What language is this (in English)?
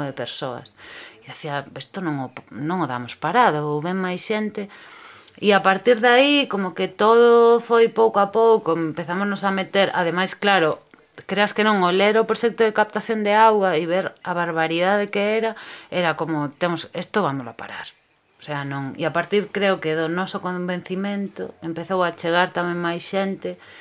Galician